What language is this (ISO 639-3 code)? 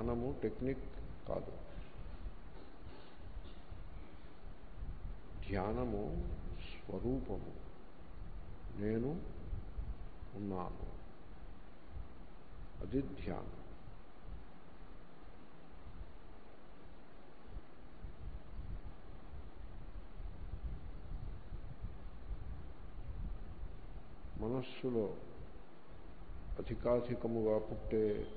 tel